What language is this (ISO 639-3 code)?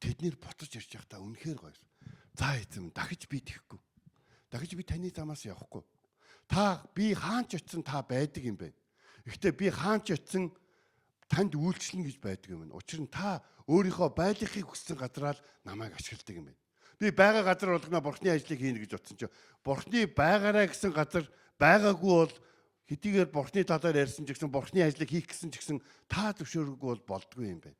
mon